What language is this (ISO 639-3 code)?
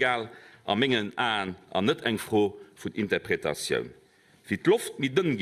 ltz